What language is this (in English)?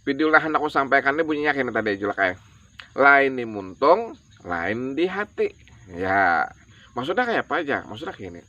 Banjar